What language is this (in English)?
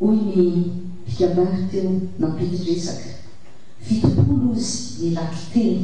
Malagasy